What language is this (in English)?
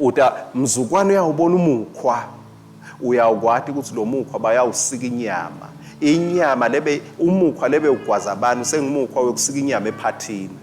Swati